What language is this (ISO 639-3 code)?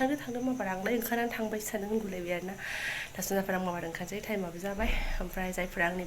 brx